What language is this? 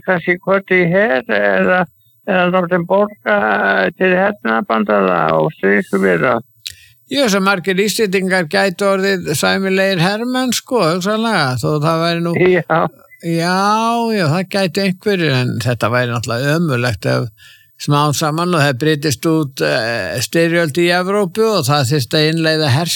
Icelandic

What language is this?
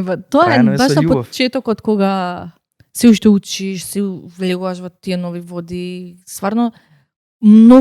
Macedonian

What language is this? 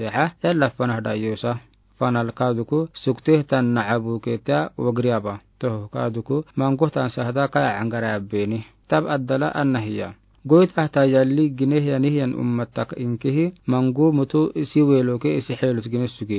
Afar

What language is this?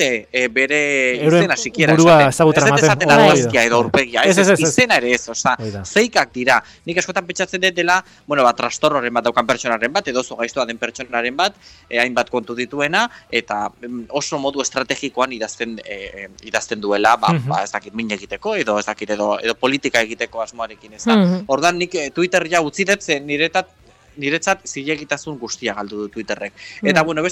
Basque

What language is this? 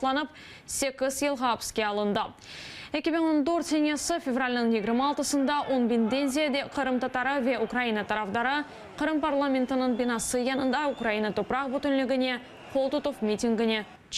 Crimean Tatar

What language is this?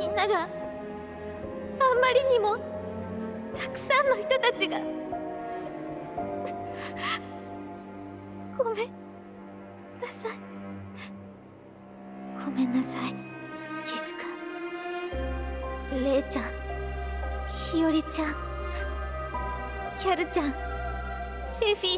Japanese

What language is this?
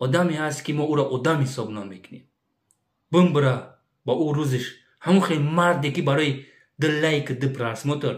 Tajik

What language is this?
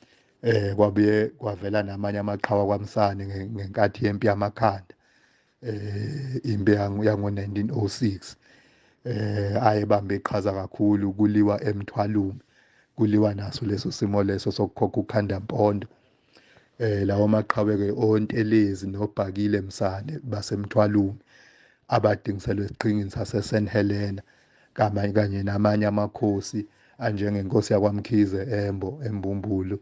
Zulu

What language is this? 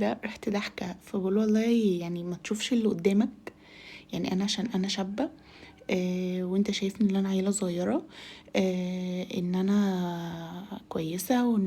Egyptian Arabic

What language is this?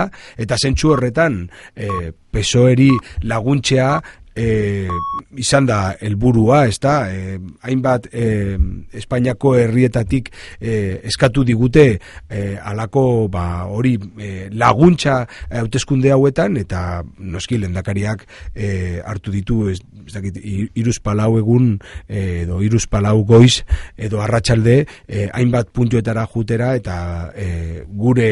Basque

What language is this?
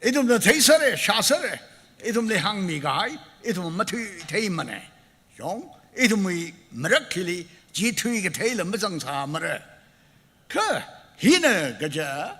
Tangkhul Naga (India)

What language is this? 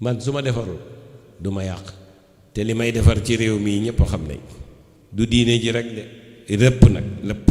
Wolof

